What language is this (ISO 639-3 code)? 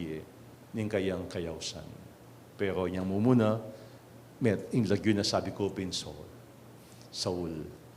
pam